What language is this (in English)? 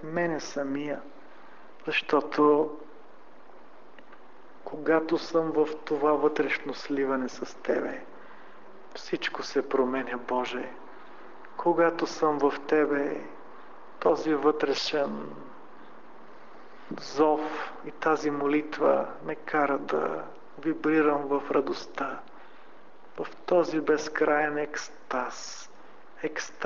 Bulgarian